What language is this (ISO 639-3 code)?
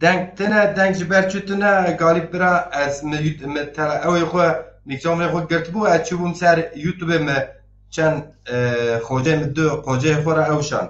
zza